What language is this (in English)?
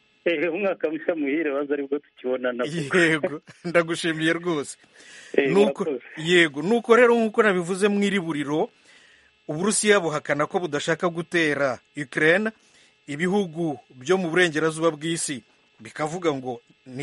Kinyarwanda